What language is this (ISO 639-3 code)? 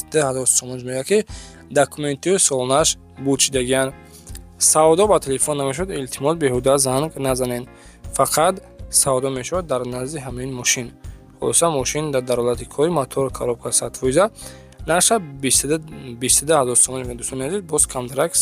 tgk